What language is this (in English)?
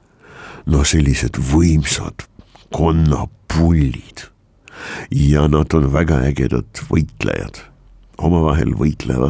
Estonian